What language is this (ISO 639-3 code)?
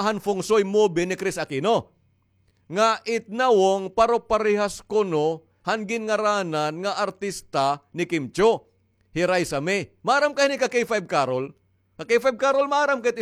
war